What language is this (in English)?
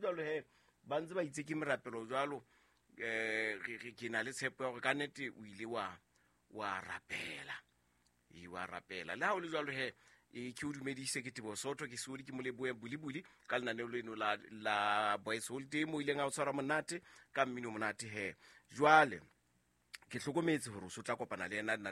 Southern Sotho